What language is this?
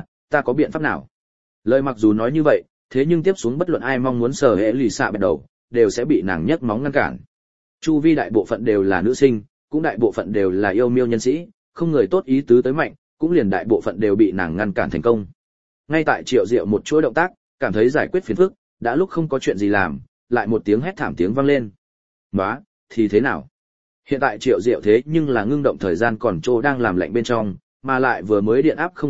Vietnamese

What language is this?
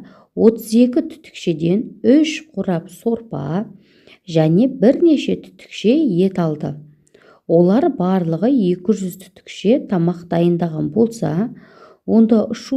Kazakh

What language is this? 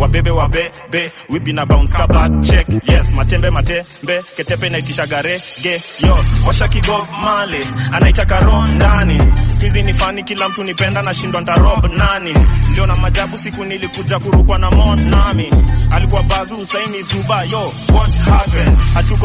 Swahili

